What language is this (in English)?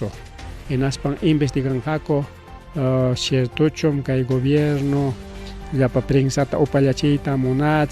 Ayacucho Quechua